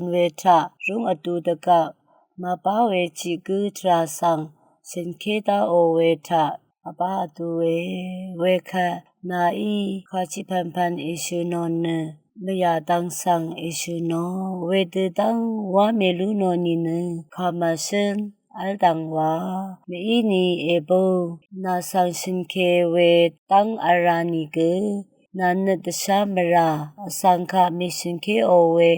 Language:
Rawang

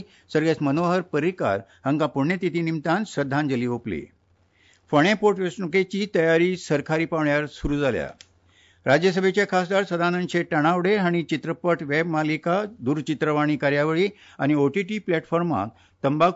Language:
Konkani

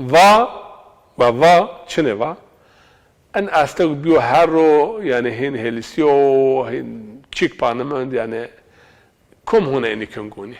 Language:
Zaza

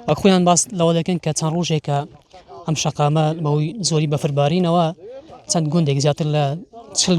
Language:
Central Kurdish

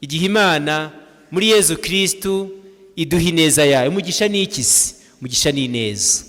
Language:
Kinyarwanda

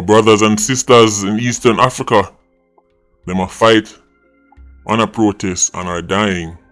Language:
Jamaican Creole English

